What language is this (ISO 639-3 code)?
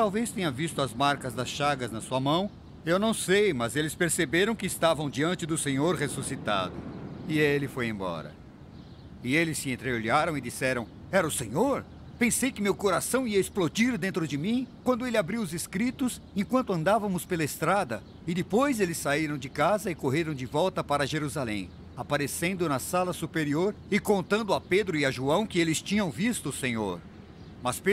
por